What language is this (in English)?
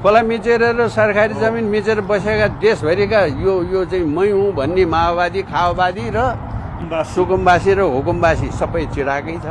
Nepali